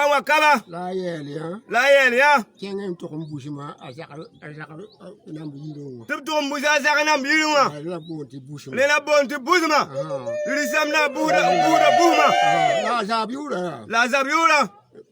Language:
Mossi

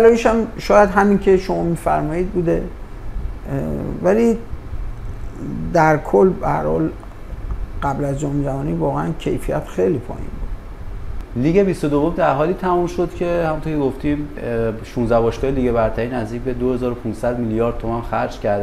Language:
Persian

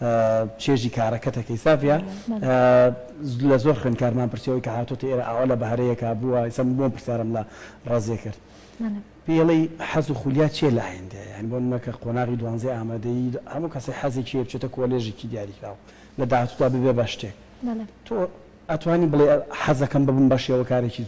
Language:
Central Kurdish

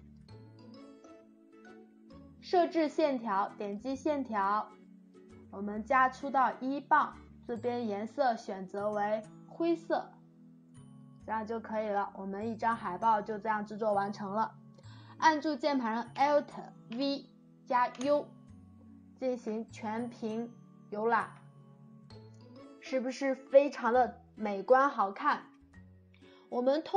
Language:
Chinese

